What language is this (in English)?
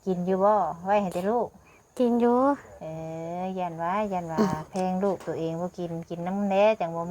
Northeastern Thai